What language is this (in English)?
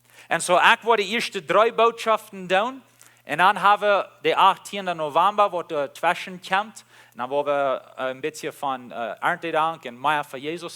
Plautdietsch